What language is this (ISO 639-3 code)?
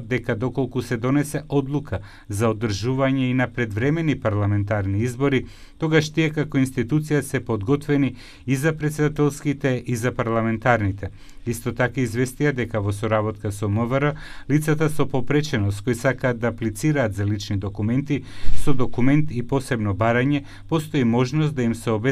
mkd